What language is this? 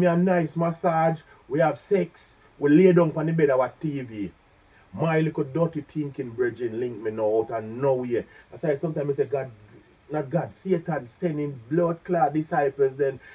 Jamaican Creole English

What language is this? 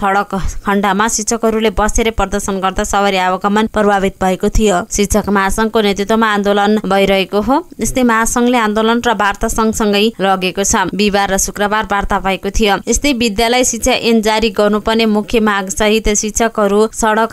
Nepali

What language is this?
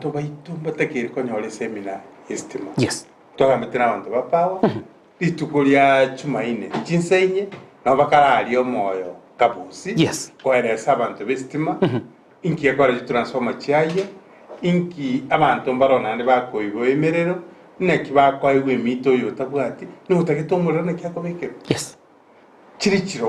Gusii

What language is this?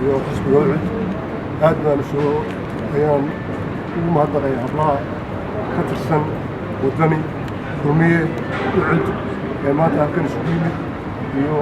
Somali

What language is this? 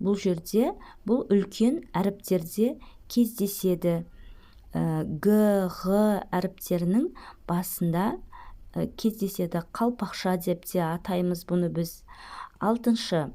Kazakh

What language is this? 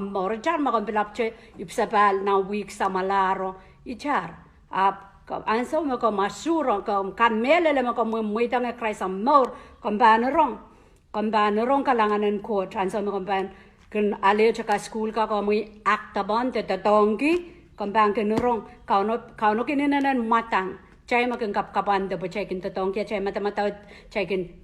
Pohnpeian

